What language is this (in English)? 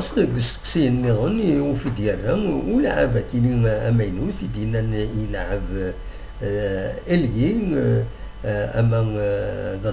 Kabyle